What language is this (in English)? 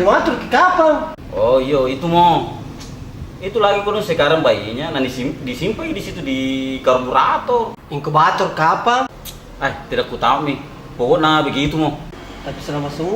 Makassar Malay